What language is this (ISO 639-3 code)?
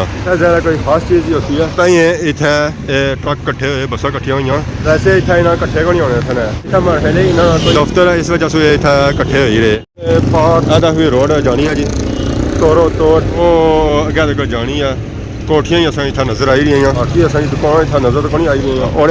phr